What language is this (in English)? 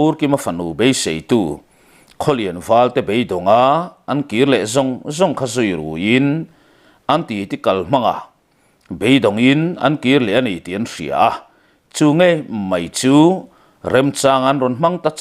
Mizo